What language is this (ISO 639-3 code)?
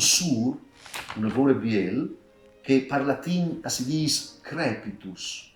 fur